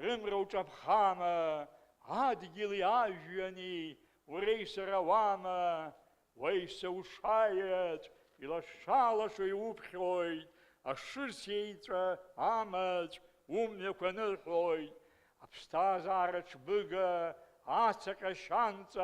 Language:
Abkhazian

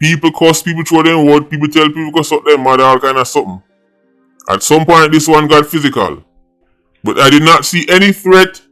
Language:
Jamaican Creole English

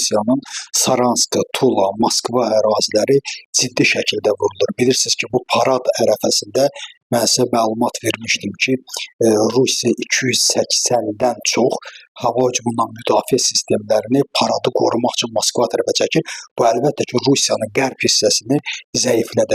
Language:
Azerbaijani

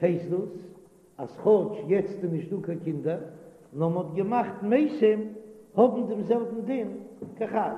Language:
Yiddish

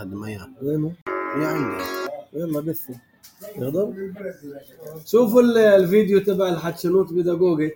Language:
North Levantine Arabic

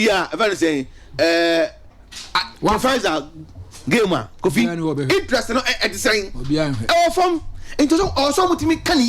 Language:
Akan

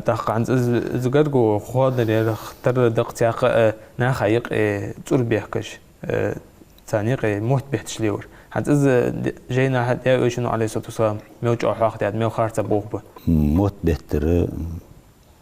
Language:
Ingush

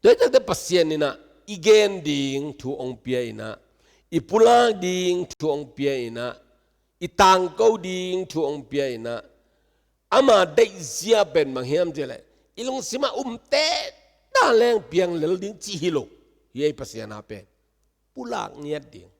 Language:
Tedim Chin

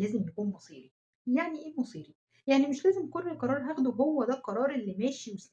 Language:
Egyptian Arabic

